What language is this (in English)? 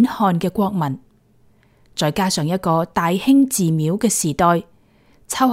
Cantonese